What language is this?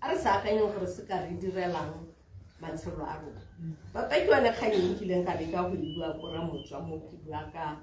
Tswana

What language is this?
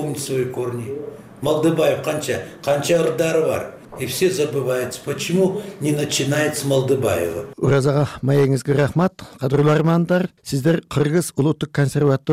Kyrgyz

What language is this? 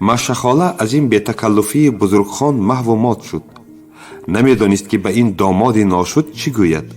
Tajik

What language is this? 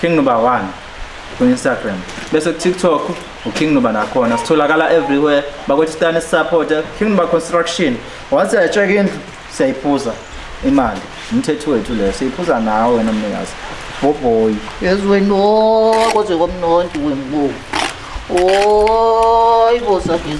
Zulu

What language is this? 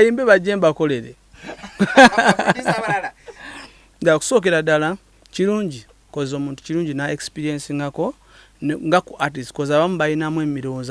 Ganda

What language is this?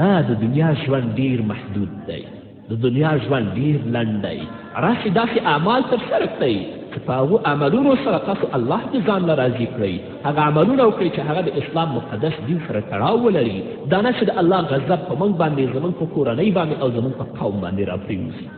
Pashto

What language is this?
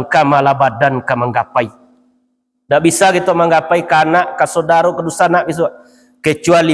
Minangkabau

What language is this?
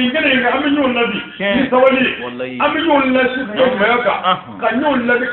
Bambara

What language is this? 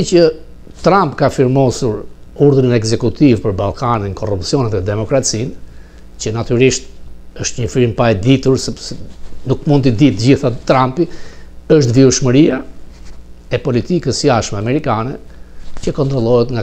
Albanian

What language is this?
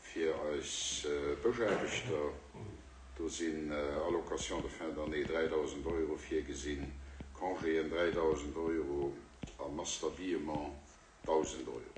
Luxembourgish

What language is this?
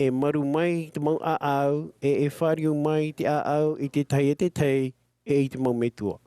Tahitian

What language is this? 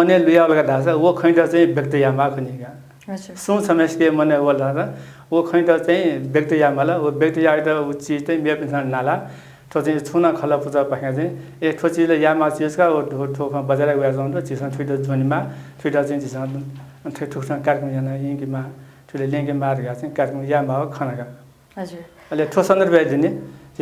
Newari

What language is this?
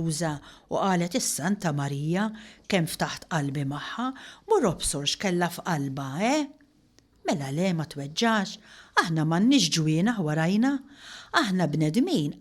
Maltese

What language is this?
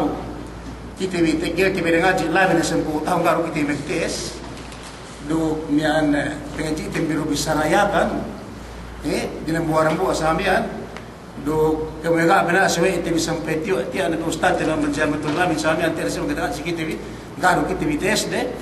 Yakan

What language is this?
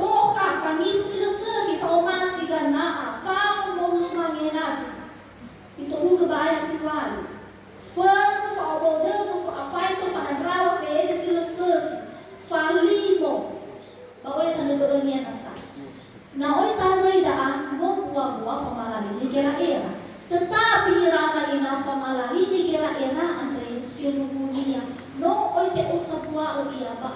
Nias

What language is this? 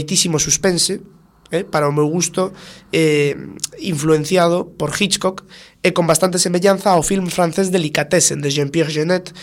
Galician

